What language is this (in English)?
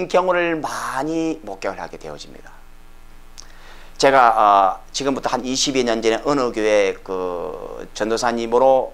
Korean